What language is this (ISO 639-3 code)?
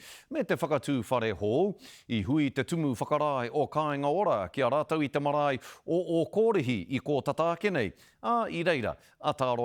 mri